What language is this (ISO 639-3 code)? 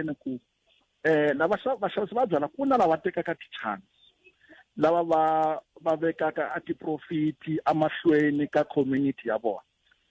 tso